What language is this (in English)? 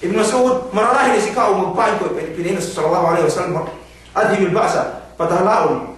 Yakan